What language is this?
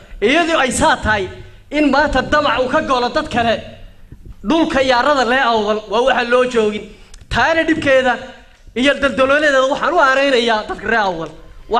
Somali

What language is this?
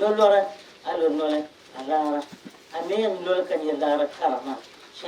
Dagbani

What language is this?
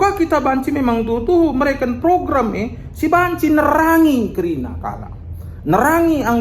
Batak Karo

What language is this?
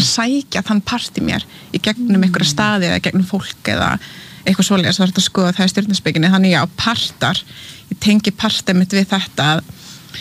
Icelandic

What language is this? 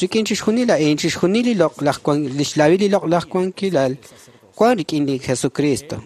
Kekchí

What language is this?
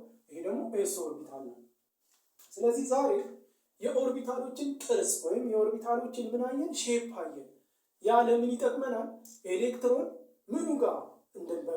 Amharic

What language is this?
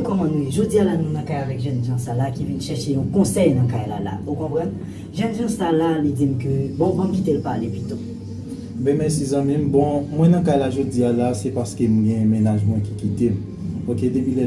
Haitian Creole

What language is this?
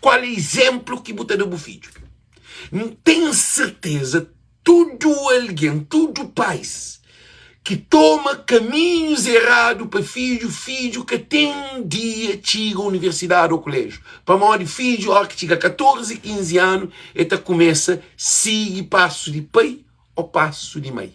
Kabuverdianu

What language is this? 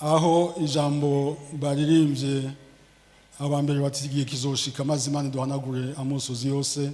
Rundi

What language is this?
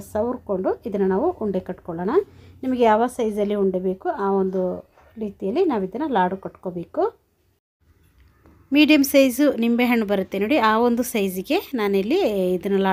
Kannada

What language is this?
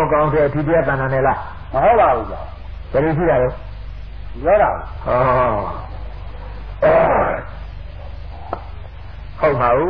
Burmese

